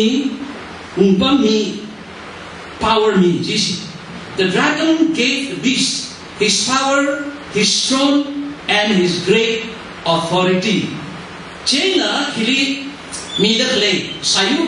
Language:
Tangkhul Naga (India)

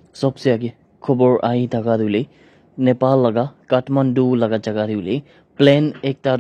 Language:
Naga Pidgin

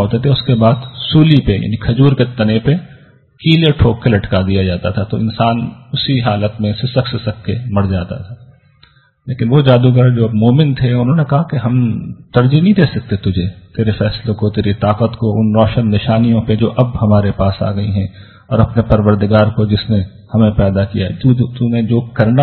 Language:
Urdu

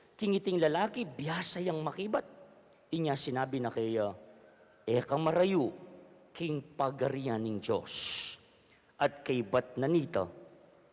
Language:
Pampanga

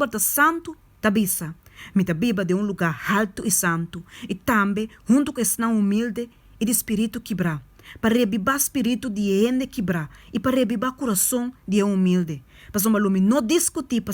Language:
Papiamento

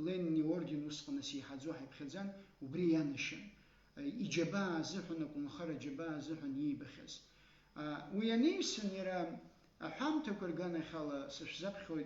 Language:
Abkhazian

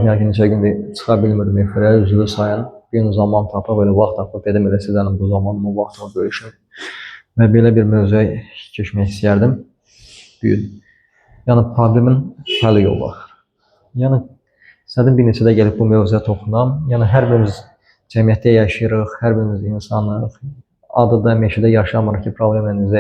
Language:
Azerbaijani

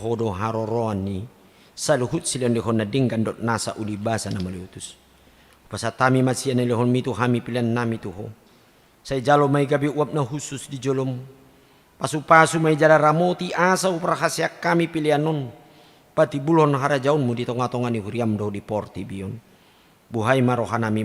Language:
Batak Toba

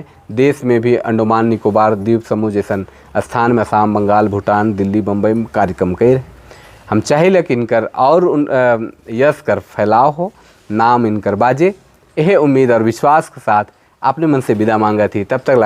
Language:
Sadri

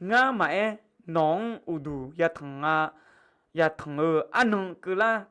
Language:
Akha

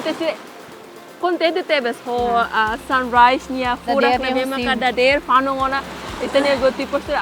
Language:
Tetum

